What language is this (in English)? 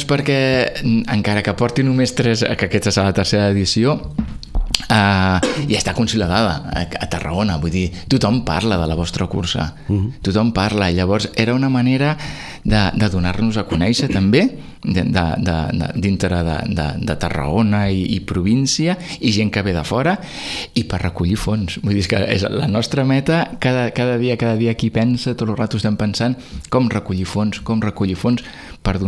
Catalan